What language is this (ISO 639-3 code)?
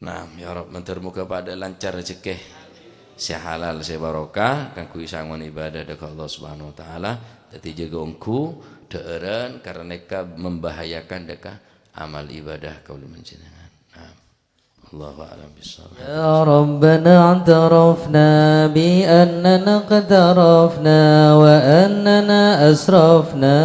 mad